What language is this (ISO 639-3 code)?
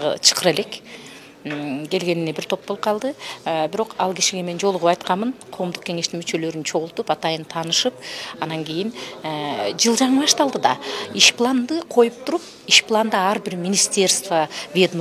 kir